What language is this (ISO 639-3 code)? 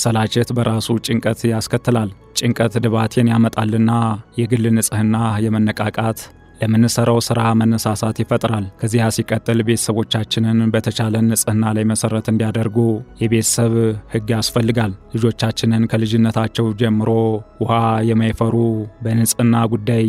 amh